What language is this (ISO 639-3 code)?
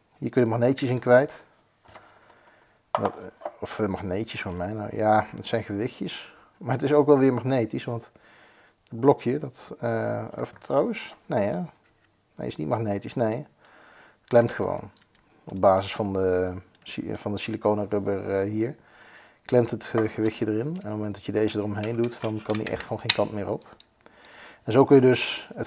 nld